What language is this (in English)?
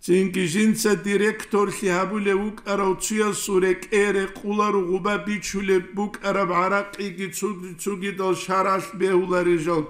Avaric